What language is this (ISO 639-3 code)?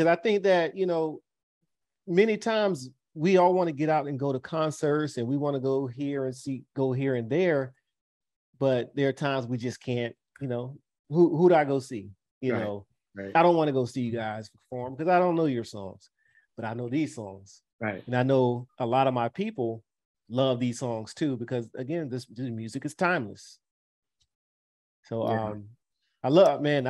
eng